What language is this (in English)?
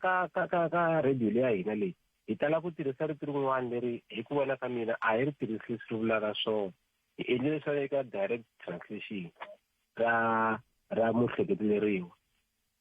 Tsonga